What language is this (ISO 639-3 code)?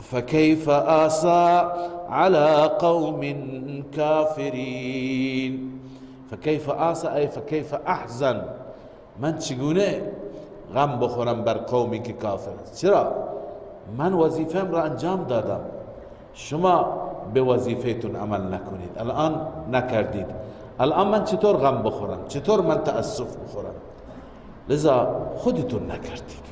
fas